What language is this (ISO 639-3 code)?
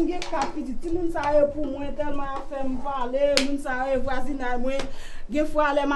hat